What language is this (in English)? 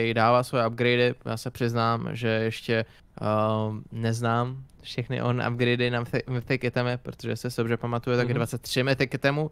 Czech